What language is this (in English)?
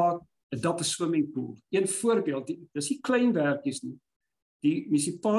Afrikaans